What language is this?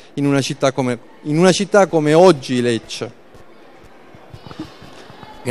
Italian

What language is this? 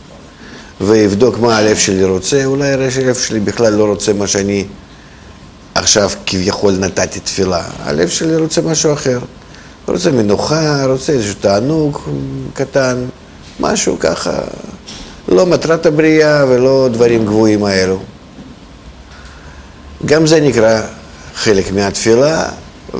Hebrew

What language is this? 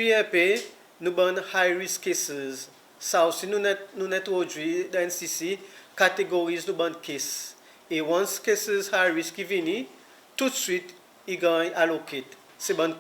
Seselwa Creole French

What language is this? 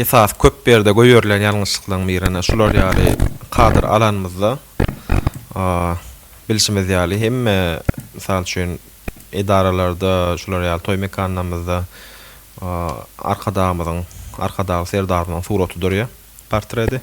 Turkmen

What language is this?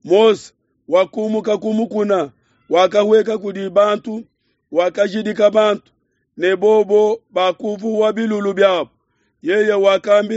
Luba-Lulua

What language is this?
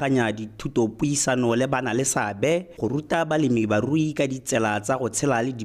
Tswana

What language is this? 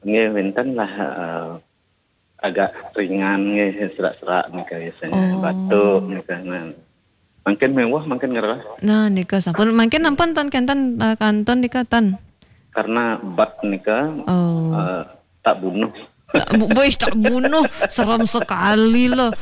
Balinese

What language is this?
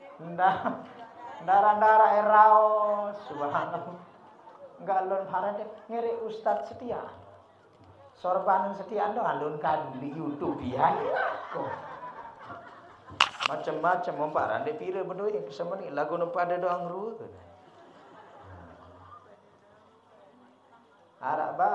Sasak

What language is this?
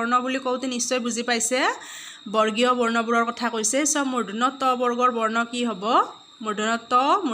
Assamese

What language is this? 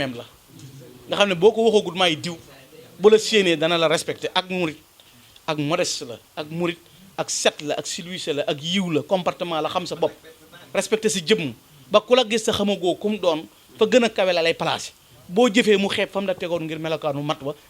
Wolof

